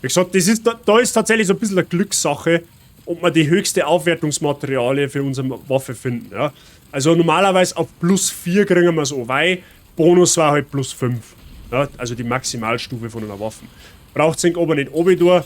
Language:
Bavarian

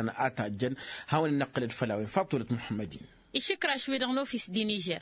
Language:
Tamasheq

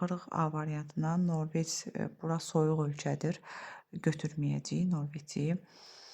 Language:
Azerbaijani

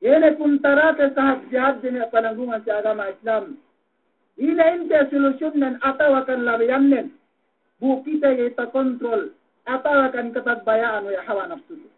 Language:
Yakan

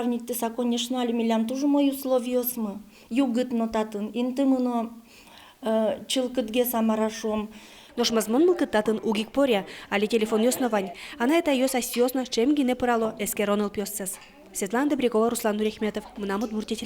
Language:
Udmurt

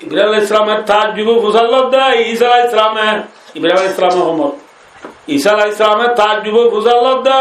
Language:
Rohingya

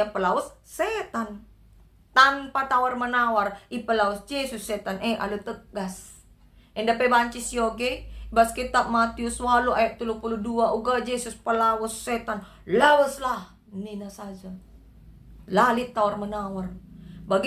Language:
Batak Karo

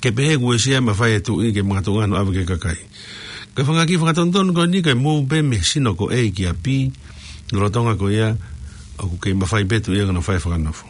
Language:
Tongan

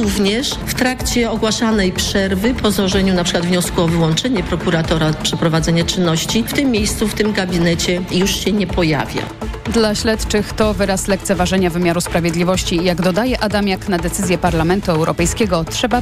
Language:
Polish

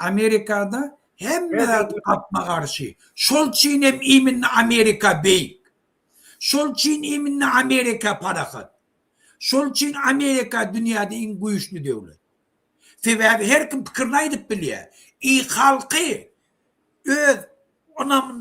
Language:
Turkmen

